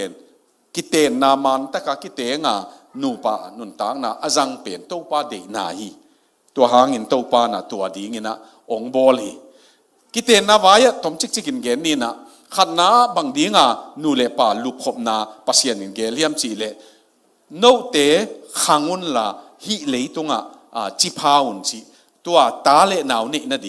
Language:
Tedim Chin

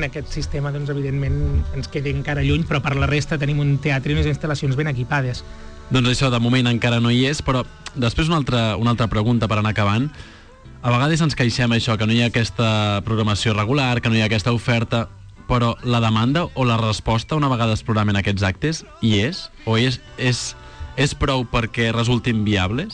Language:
Catalan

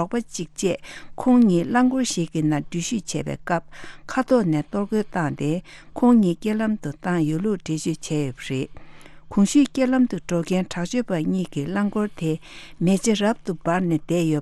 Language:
Tibetan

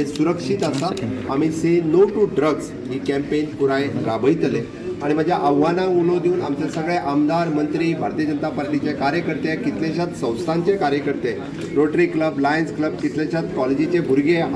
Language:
Konkani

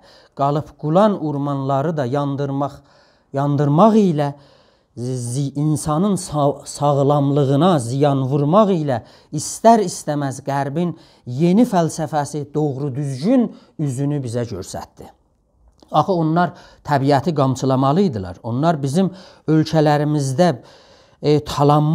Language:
South Azerbaijani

